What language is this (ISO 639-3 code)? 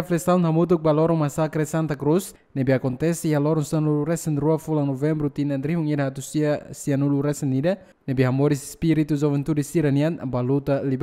tet